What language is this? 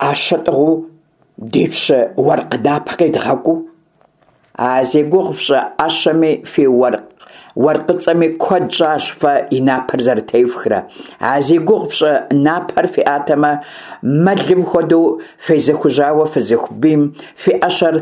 Kabardian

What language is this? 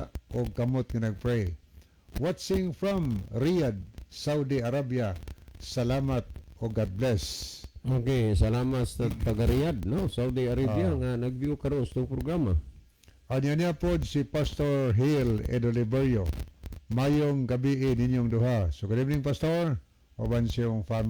Cebuano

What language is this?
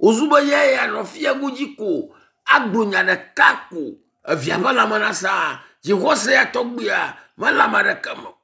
Ewe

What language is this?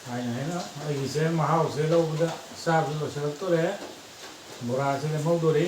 Manipuri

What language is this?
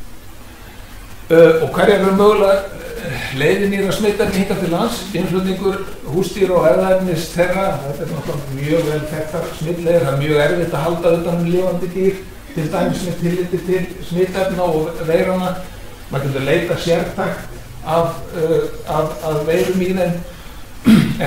Icelandic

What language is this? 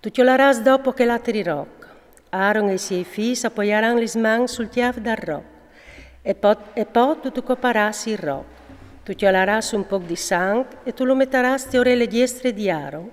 Friulian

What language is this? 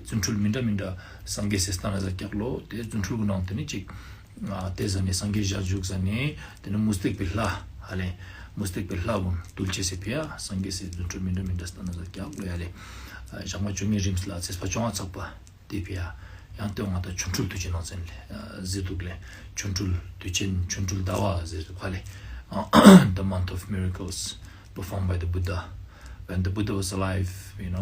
Ladakhi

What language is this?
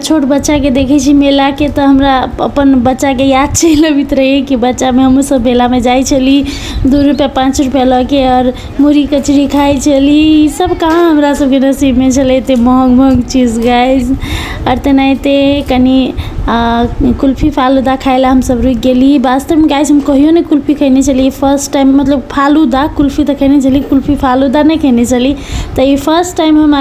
Maithili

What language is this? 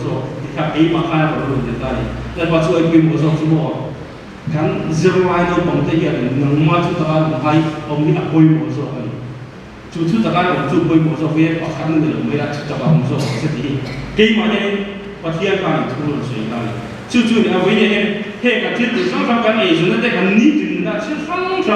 Mizo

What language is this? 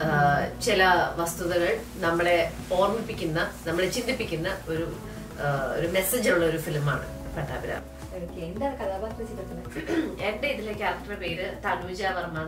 Malayalam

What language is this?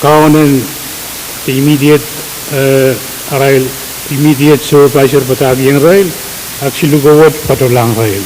Pohnpeian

